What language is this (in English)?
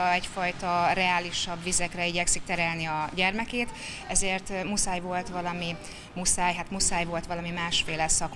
Hungarian